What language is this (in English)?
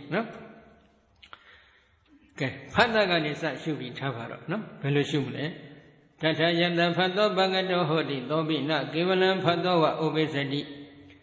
Burmese